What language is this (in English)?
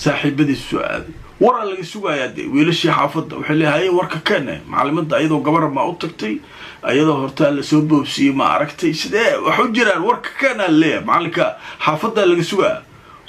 Somali